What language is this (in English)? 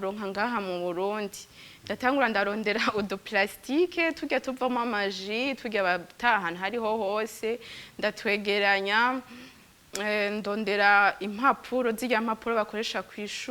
Rundi